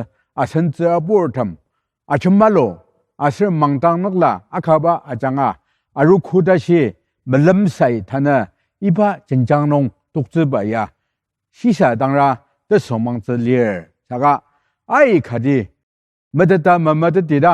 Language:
Ao Naga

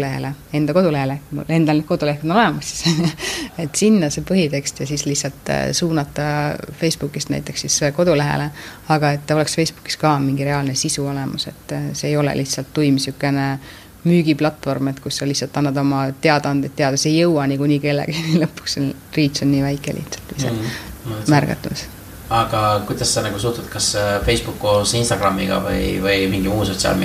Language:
Estonian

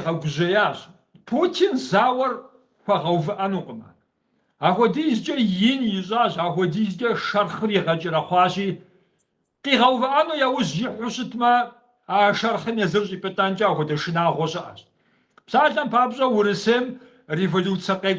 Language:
Kabardian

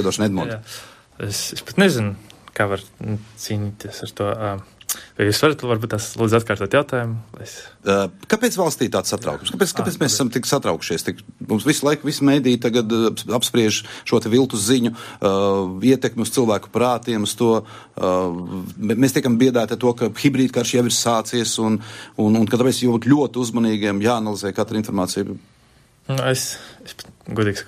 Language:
Latvian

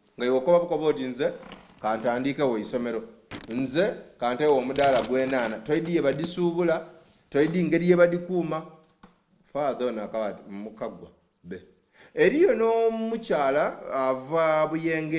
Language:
Soga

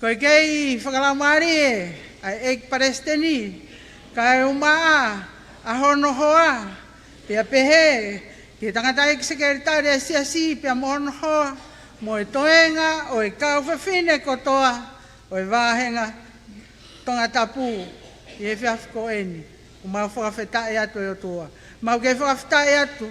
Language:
Tongan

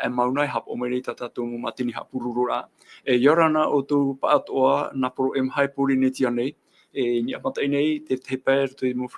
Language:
Tahitian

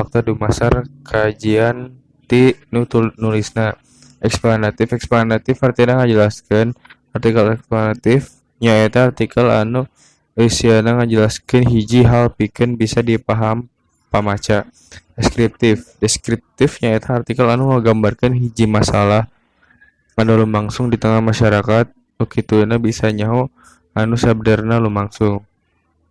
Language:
Sundanese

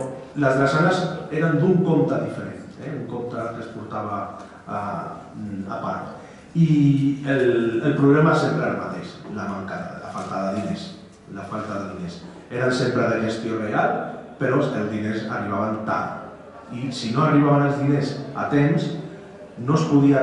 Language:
Catalan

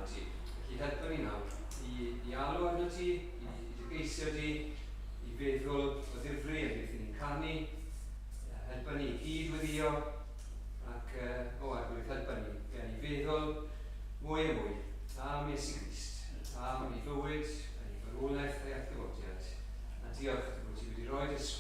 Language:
Welsh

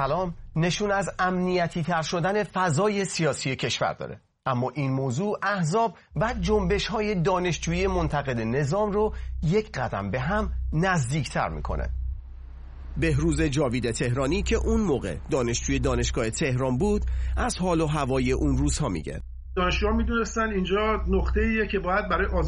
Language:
Persian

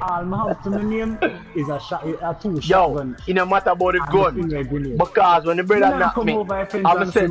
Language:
Jamaican Creole English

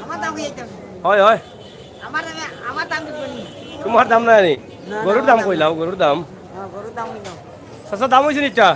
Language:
Sylheti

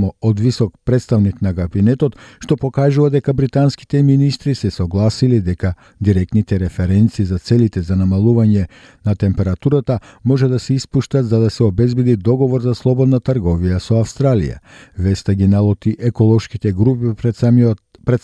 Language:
Macedonian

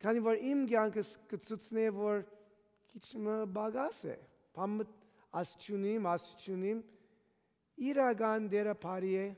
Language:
Western Armenian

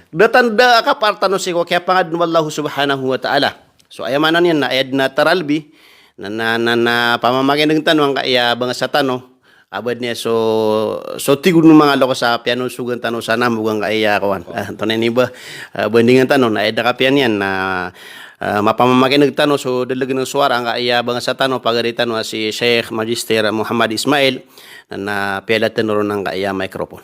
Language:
Maranao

